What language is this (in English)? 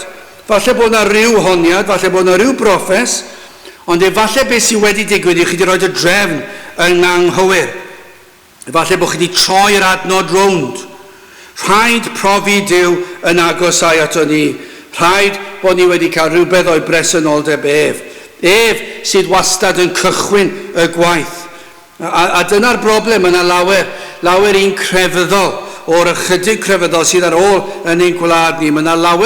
Welsh